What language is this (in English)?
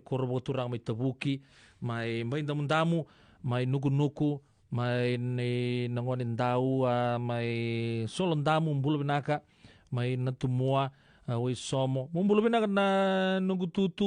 Fijian